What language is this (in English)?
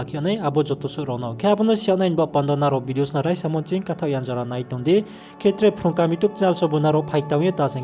Riang (India)